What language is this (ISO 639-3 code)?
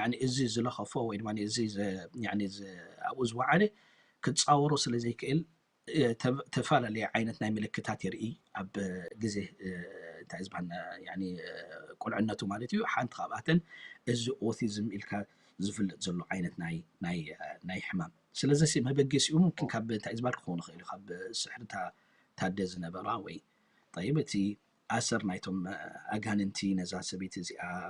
tir